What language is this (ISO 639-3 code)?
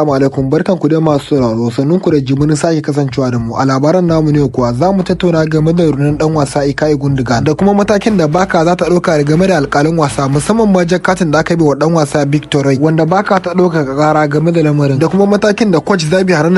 hau